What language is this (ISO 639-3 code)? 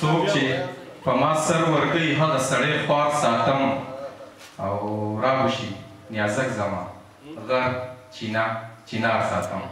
pus